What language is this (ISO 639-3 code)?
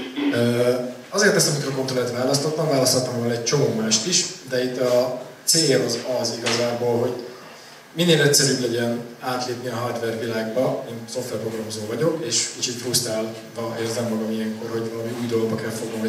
hun